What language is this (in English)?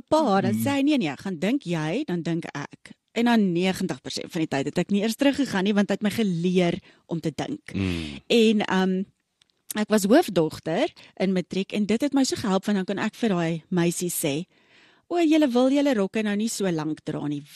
Afrikaans